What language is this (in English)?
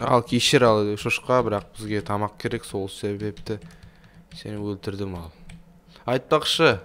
Kazakh